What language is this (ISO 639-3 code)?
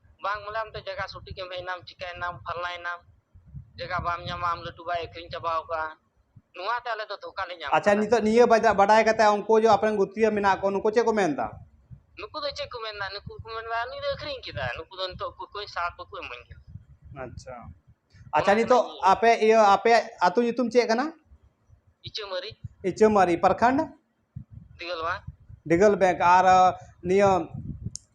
sat